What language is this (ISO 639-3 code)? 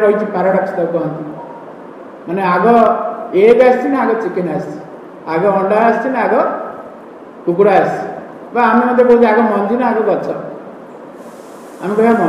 ori